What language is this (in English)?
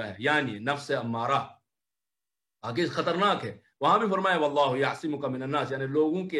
Urdu